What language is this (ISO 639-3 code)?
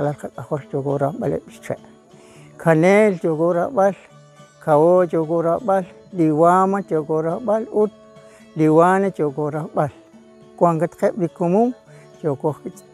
kek